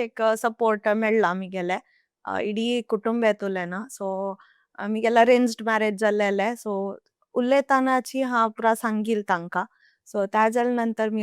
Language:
Konkani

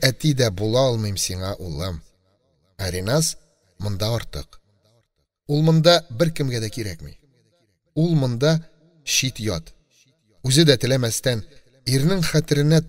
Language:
Tatar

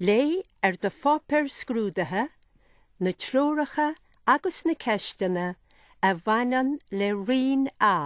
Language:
Irish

